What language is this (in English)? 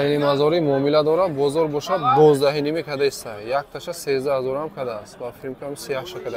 Tajik